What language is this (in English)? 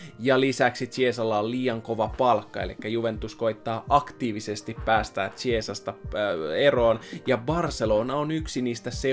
Finnish